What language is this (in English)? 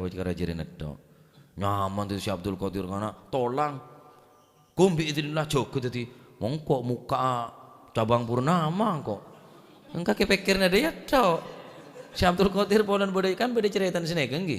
Madurese